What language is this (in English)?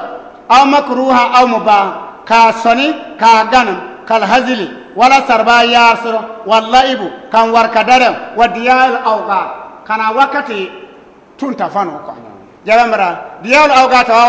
Bissa